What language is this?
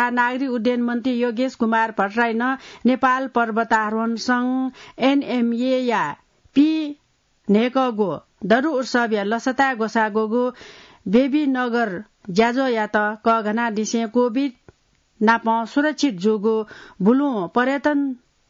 Newari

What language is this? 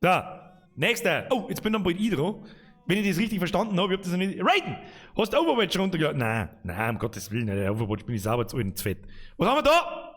Bavarian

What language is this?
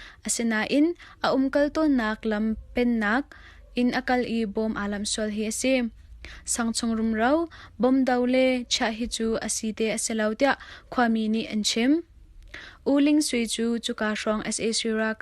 Hakha Chin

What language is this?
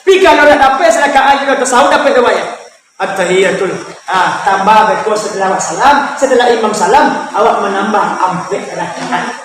Minangkabau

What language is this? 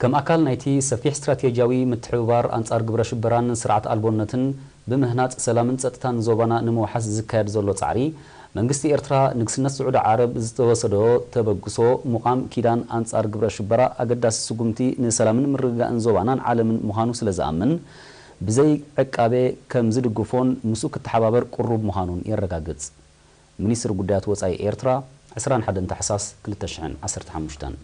Tigrinya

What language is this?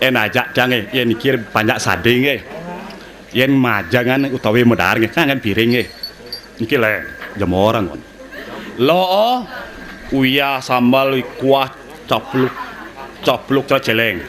Balinese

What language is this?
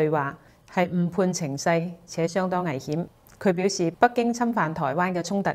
Cantonese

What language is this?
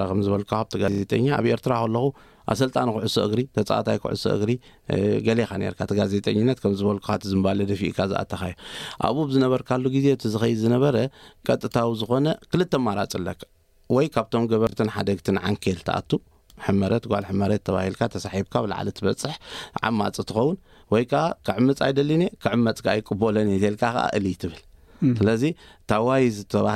Tigrinya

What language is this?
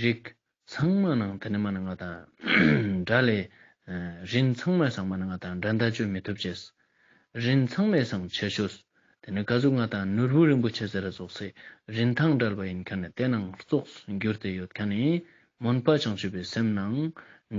Ladakhi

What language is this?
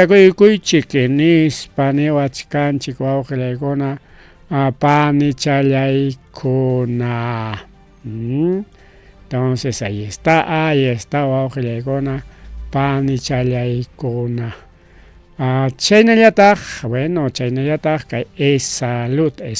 Ayacucho Quechua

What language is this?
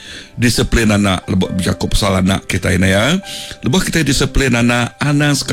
Iban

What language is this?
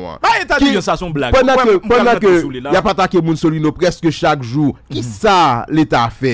Haitian Creole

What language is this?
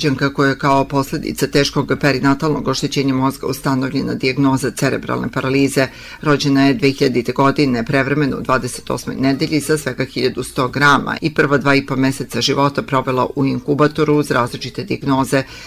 Serbian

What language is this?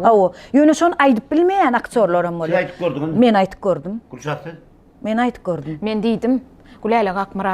Turkmen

